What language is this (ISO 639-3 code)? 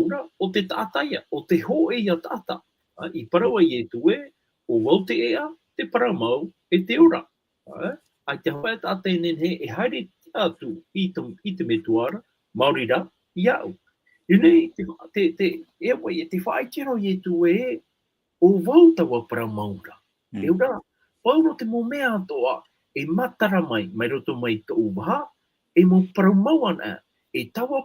tah